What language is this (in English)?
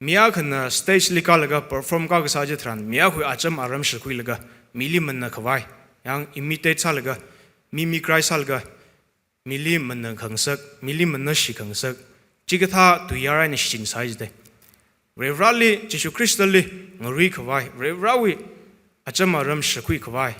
Tangkhul Naga (India)